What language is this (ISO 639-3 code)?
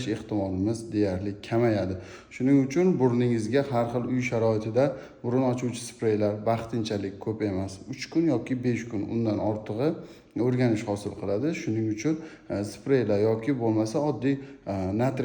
uzb